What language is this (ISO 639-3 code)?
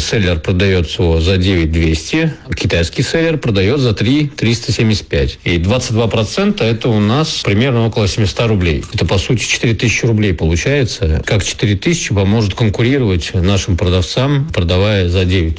rus